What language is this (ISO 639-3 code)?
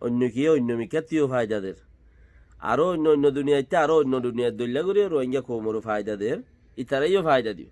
rhg